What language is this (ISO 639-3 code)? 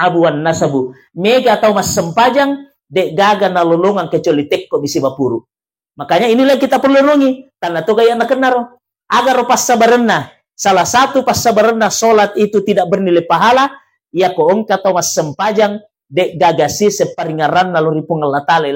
bug